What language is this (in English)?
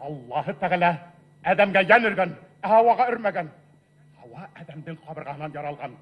Bashkir